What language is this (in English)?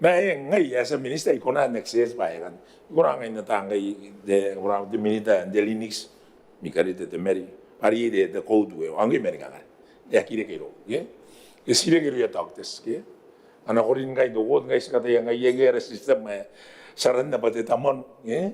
Gilbertese